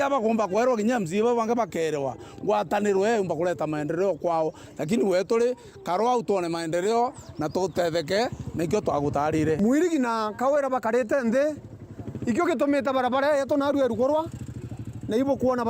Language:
Meru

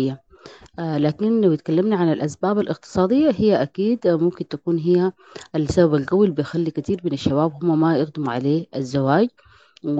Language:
Sudanese Arabic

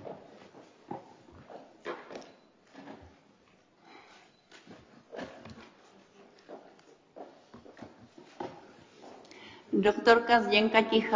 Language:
Czech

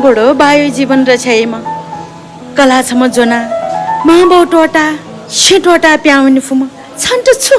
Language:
Newari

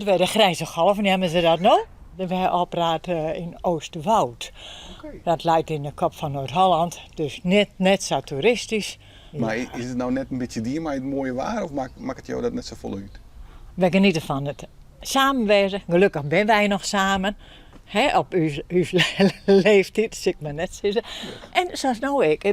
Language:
Western Frisian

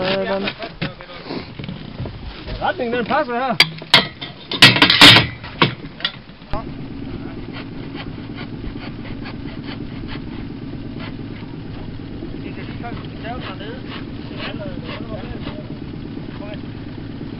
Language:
Danish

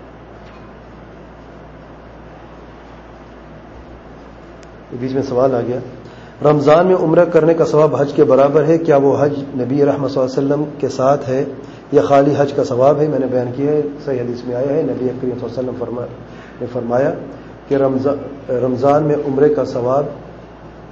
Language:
Urdu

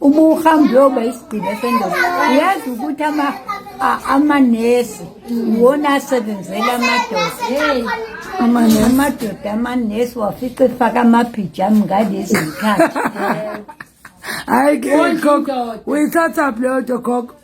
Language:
Zulu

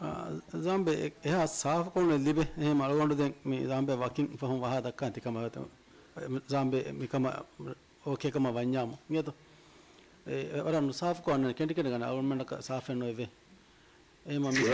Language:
Divehi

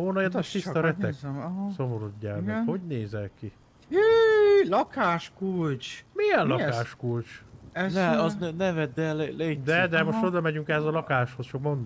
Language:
Hungarian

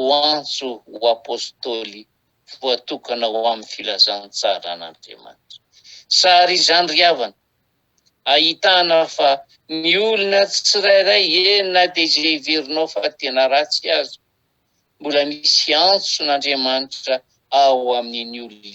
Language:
Malagasy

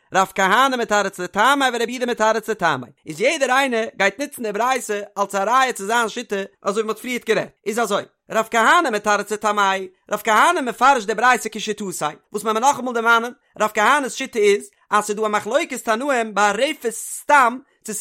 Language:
Yiddish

